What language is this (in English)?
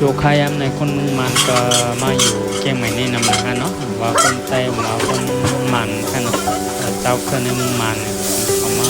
Shan